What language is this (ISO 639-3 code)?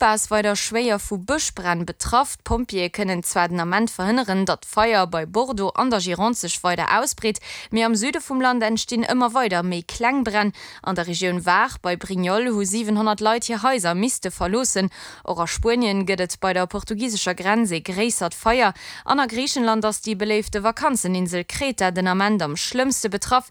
ltz